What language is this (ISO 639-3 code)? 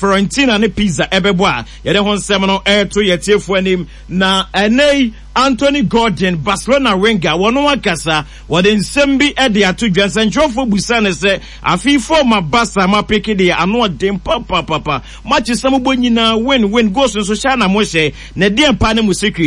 aka